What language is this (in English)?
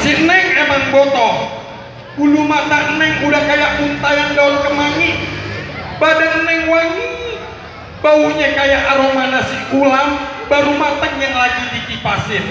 Betawi